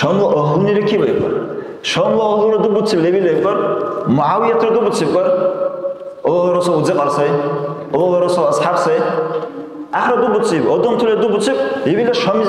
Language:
Dargwa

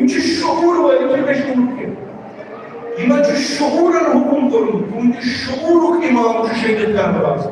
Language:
Kashmiri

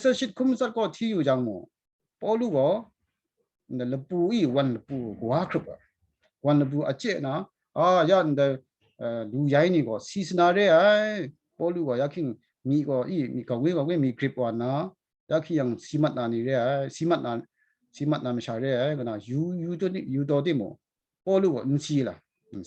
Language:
Kachin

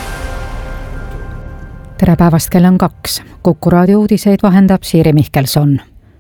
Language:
Estonian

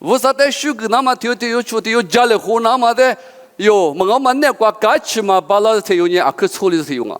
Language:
Lisu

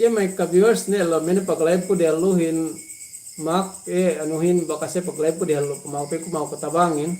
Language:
Yakan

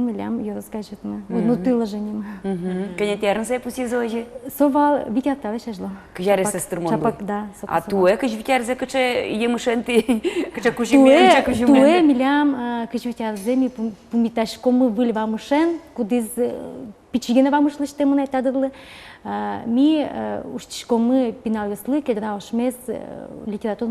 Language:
Udmurt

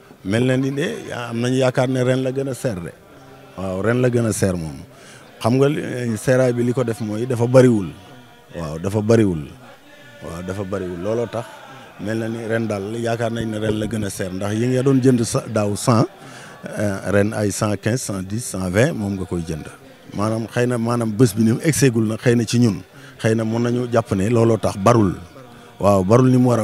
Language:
Wolof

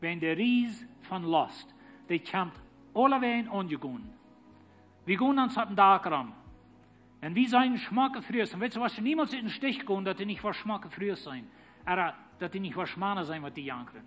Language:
Plautdietsch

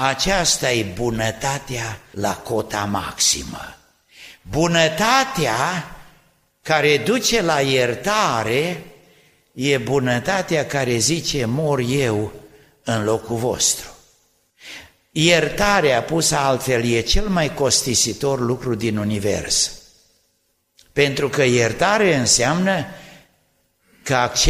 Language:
Romanian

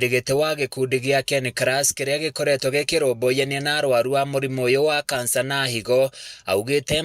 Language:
Kikuyu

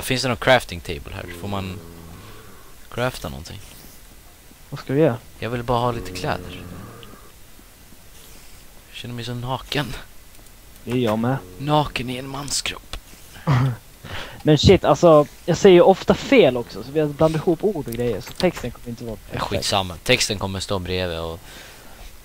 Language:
Swedish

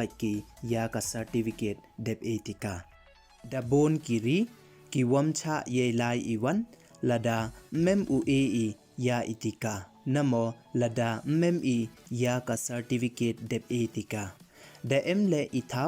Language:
Pnar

